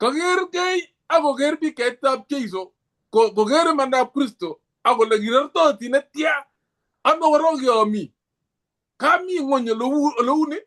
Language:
Kalenjin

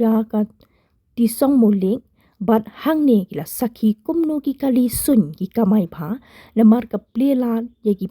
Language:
Khasi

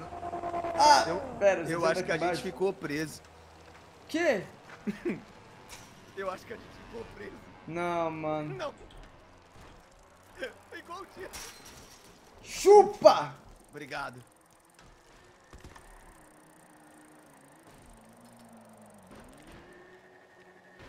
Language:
Portuguese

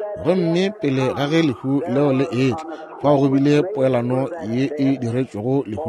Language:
Northern Sotho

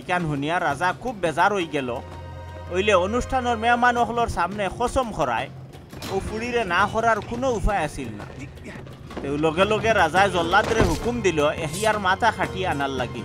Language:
Sylheti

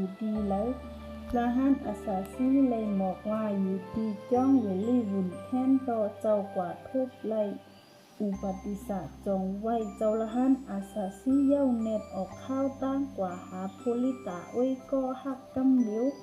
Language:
Shan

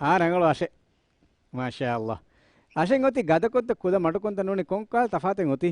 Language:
Divehi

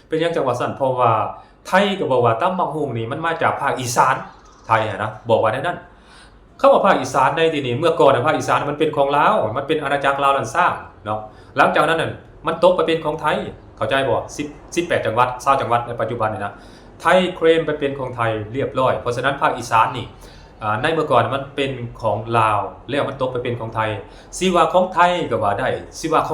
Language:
Lao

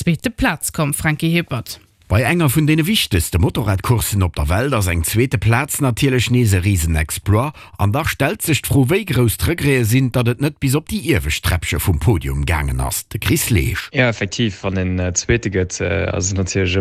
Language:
Luxembourgish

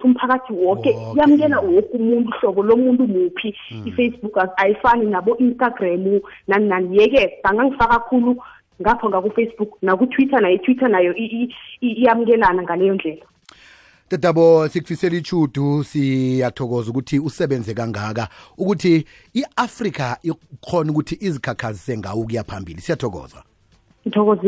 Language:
South Ndebele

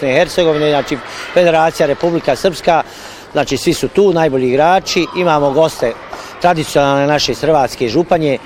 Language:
Bosnian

